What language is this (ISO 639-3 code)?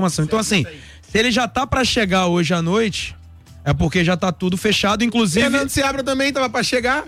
por